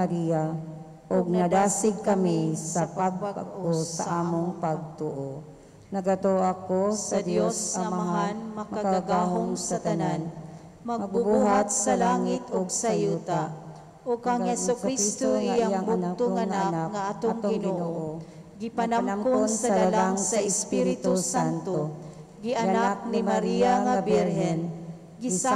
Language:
Cebuano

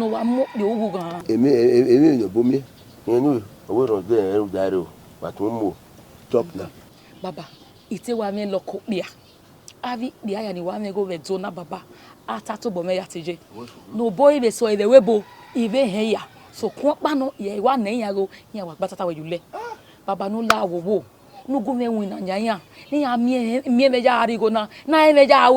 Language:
Bini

